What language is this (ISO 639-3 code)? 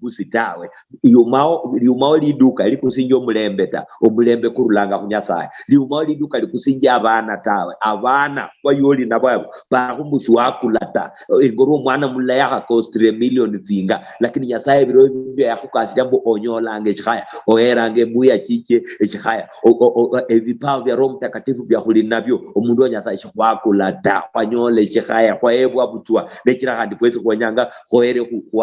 luy